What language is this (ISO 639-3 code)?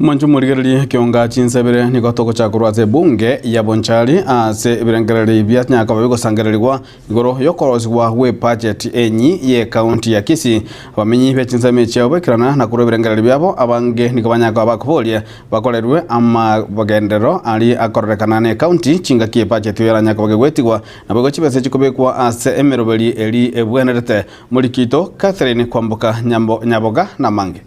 guz